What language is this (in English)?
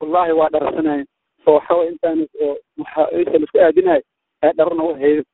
Somali